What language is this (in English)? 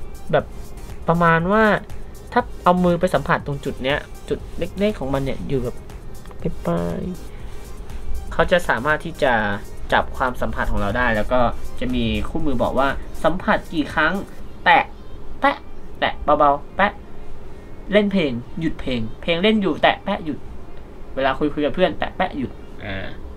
Thai